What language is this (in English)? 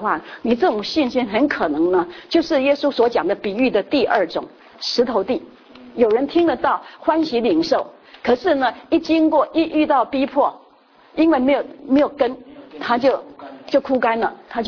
Chinese